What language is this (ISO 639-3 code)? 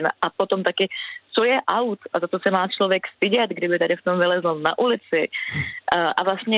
ces